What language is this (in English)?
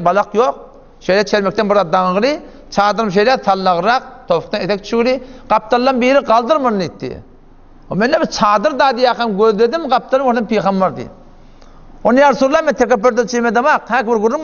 Turkmen